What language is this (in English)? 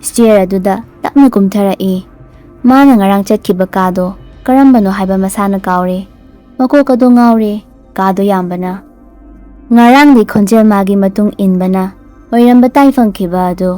Manipuri